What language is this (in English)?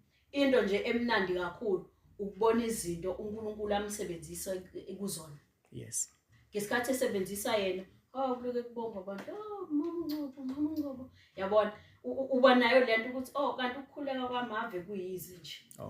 Zulu